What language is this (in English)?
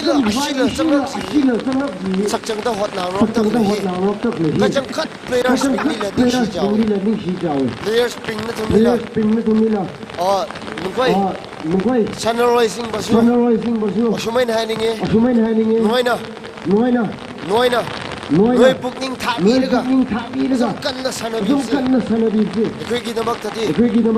Tangkhul Naga (India)